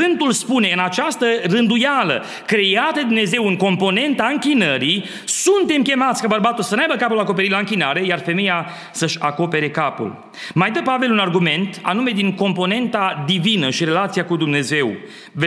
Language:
Romanian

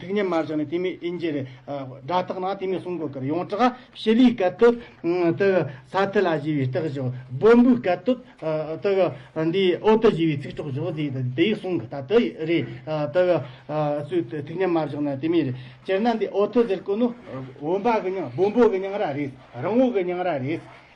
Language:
Tibetan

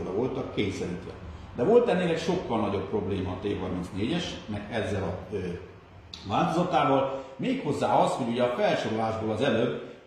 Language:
Hungarian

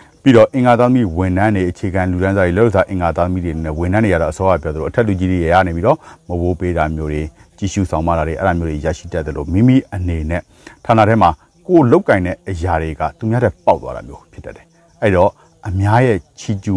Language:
Burmese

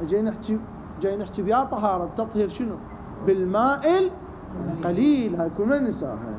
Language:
Mesopotamian Arabic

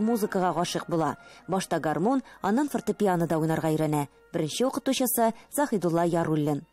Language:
Tatar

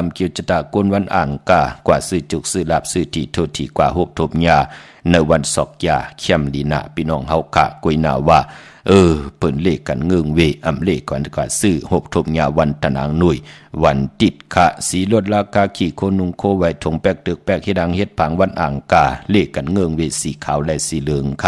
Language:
Shan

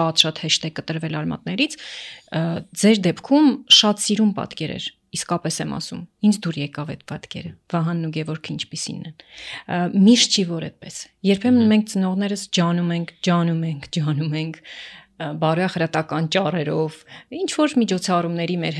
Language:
Armenian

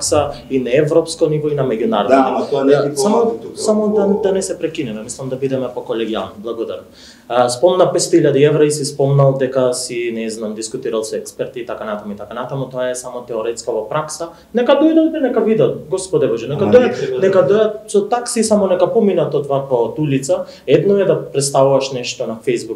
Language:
Macedonian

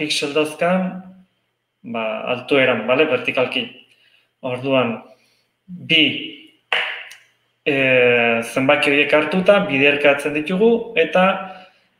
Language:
Basque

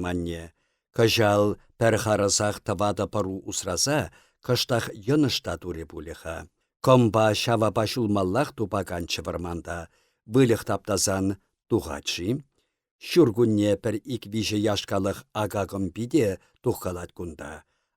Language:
Chuvash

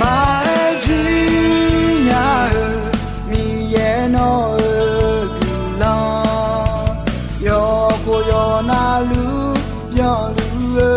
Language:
Akha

